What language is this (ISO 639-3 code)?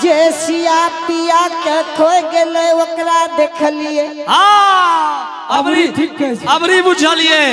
anp